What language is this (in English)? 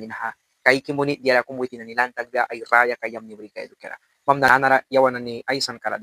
Mískito